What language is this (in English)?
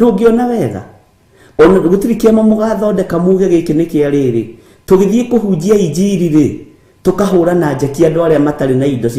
Kikuyu